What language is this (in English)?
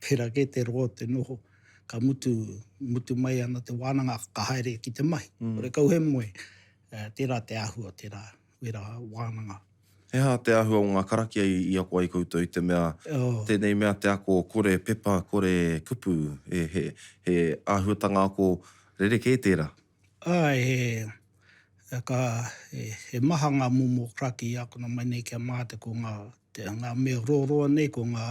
Māori